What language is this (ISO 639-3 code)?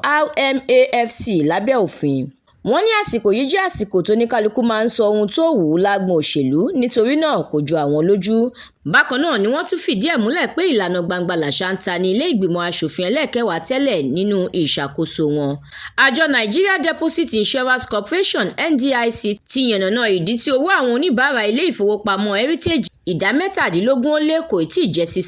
yor